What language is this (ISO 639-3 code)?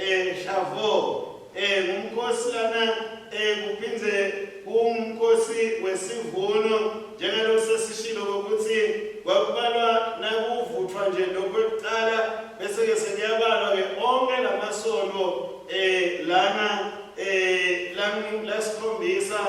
ssw